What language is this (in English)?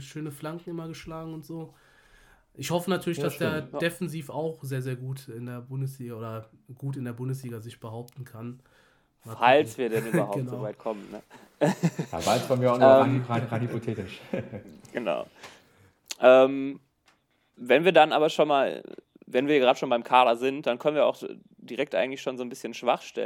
German